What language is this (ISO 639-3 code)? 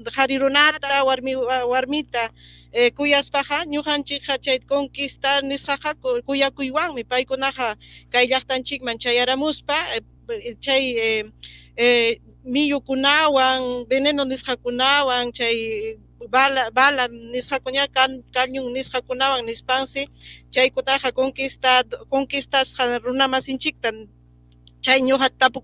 quy